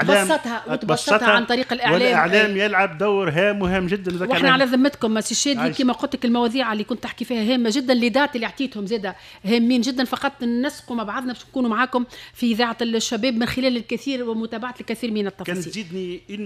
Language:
Tunisian Arabic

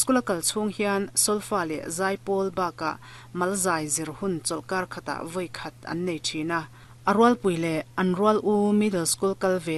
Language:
Mizo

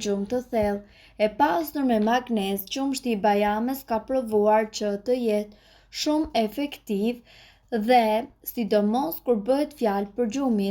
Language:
Albanian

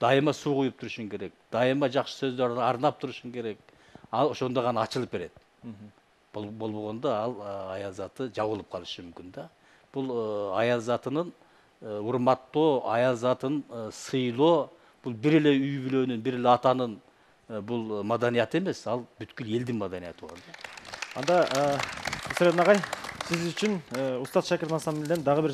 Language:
Kyrgyz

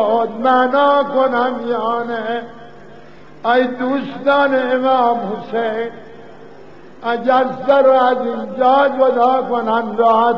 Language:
Persian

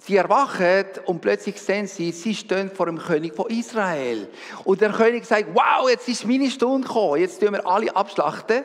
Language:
Swiss German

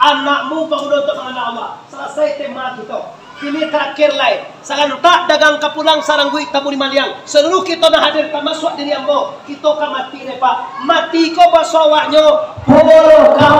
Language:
Minangkabau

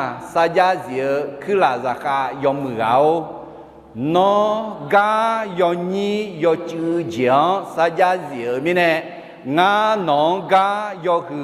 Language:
Akha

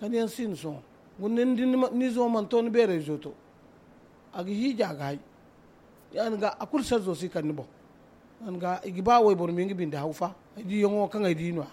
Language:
Zarma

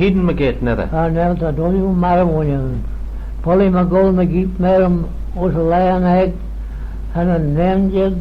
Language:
Manx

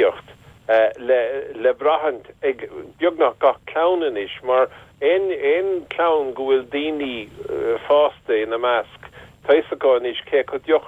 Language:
Irish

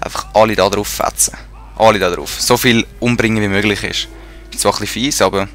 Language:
Swiss German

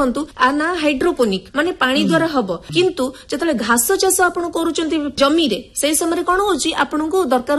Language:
Odia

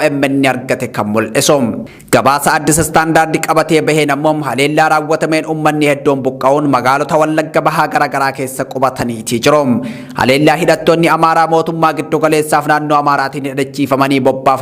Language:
Oromo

